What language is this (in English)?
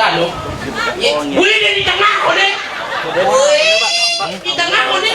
Balinese